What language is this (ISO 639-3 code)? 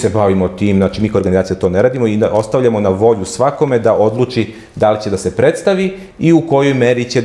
srp